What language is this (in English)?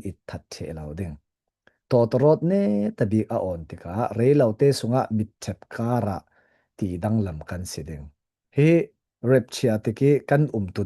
Falam Chin